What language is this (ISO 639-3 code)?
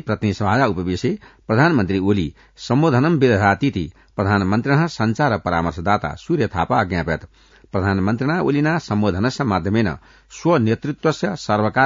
san